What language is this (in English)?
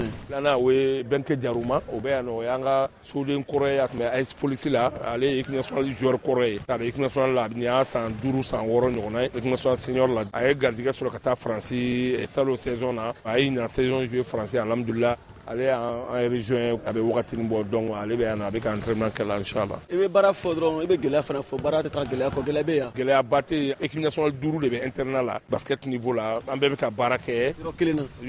Bambara